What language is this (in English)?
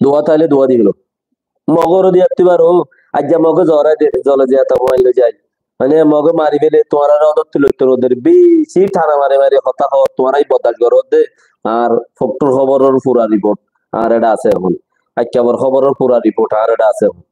Rohingya